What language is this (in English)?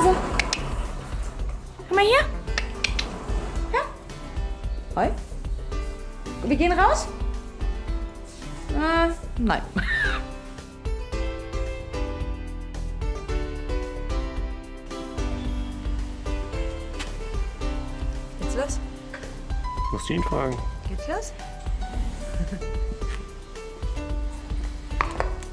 German